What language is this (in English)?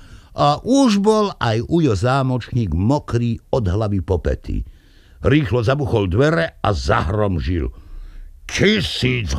Slovak